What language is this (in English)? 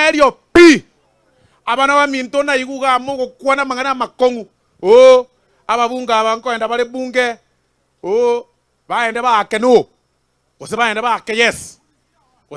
Gusii